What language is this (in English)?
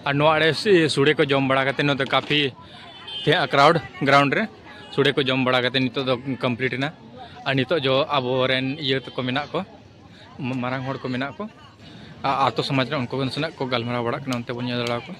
Santali